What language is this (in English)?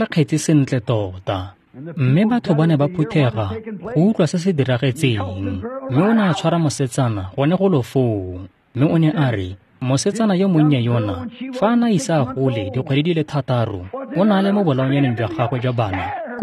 Tswana